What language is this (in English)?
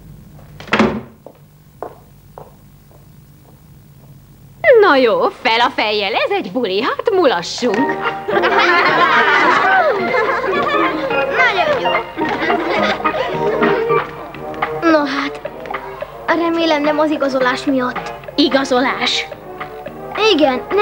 Hungarian